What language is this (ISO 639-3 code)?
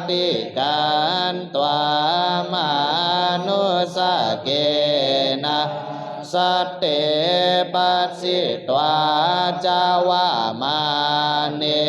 pli